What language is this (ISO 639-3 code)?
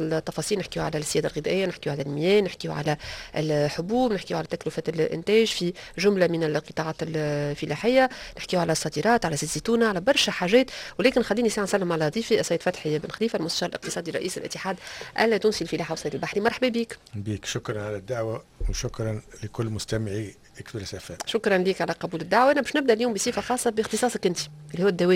aeb